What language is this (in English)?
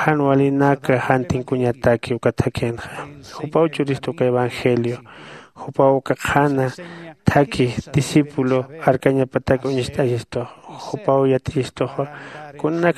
Aymara